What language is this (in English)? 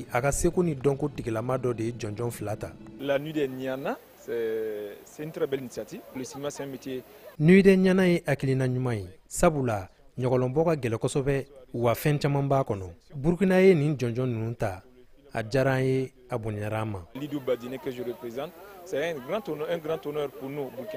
Bambara